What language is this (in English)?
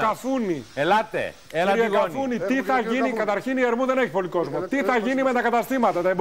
Greek